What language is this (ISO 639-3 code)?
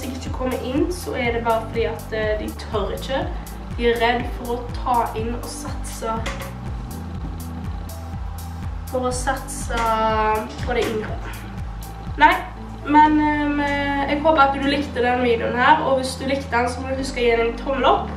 nor